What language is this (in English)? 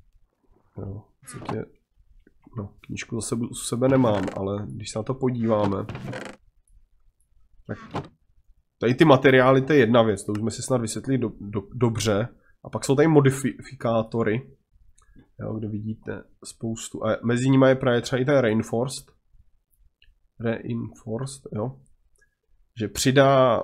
Czech